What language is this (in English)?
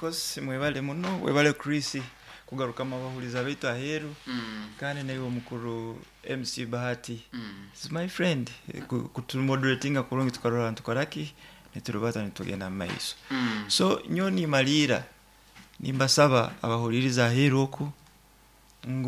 Nyankole